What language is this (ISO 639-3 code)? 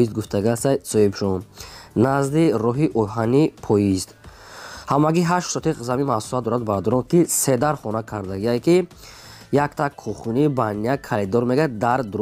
tgk